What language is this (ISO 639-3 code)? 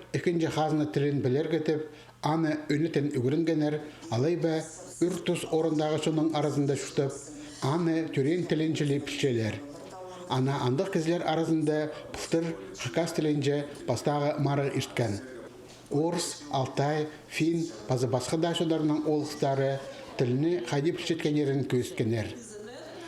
kjh